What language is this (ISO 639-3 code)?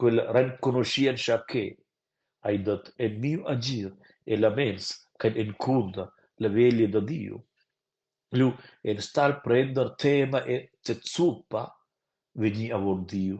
roh